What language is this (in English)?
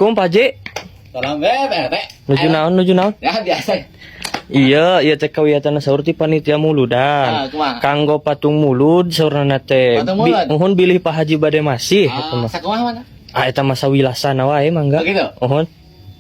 Sundanese